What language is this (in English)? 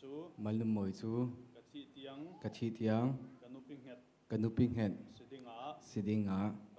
Falam Chin